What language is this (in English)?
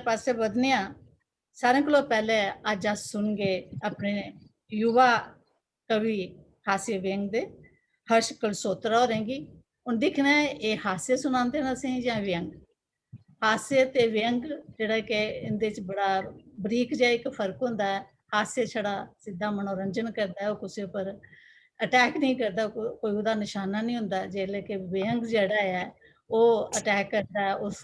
Dogri